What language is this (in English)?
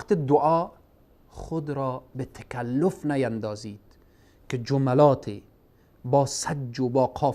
Persian